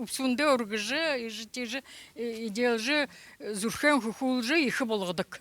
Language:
Buriat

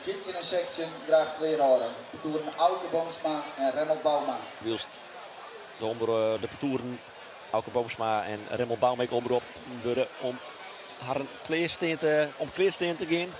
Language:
Western Frisian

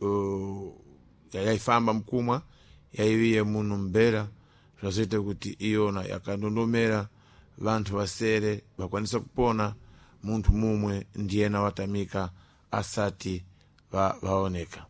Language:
Sena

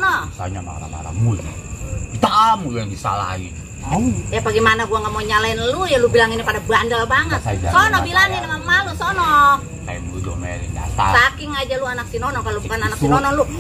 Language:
Betawi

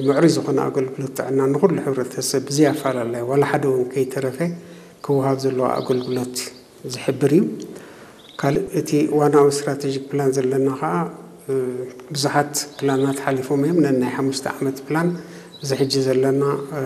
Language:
Tigrinya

